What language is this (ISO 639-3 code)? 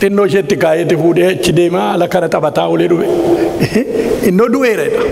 orm